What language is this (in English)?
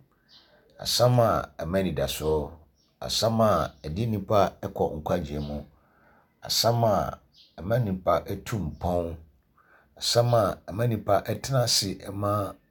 Akan